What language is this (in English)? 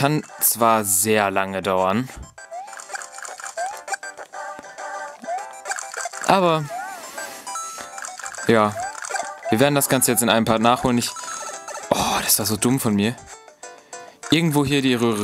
German